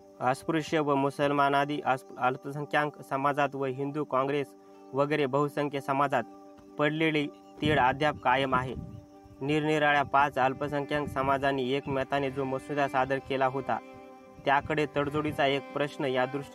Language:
Marathi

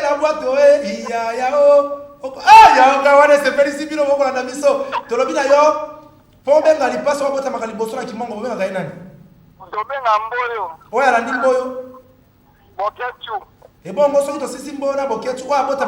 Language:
Lingala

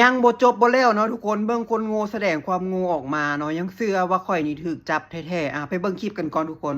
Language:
Lao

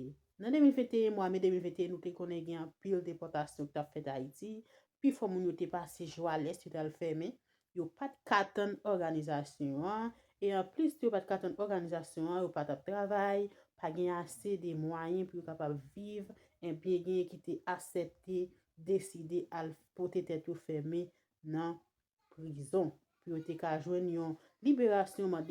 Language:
Haitian Creole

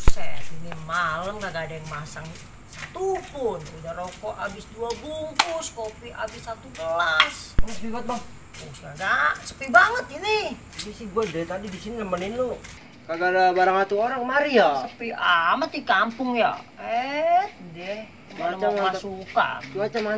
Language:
Betawi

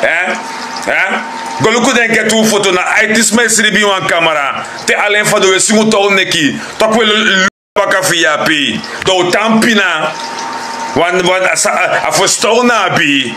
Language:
Sranan Tongo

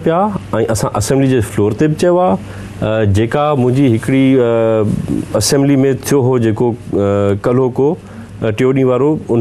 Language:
Sindhi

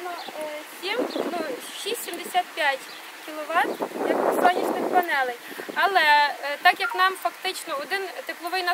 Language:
Ukrainian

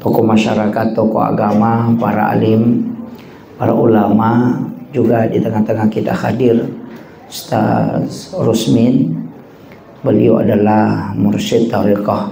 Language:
Buginese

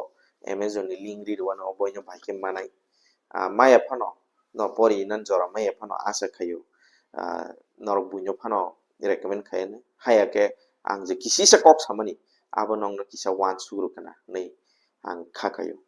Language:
Kok Borok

